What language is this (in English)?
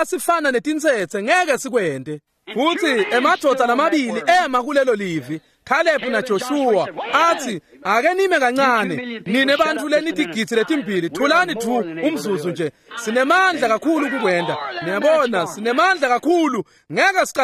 Swati